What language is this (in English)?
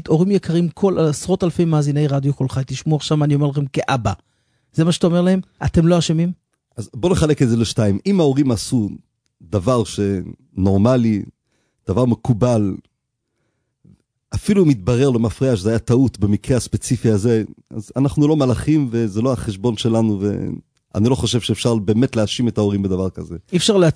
Hebrew